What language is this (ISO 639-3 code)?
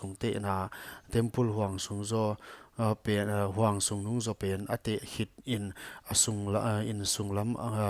pck